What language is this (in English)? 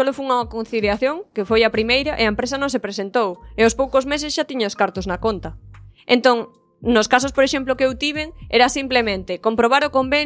Galician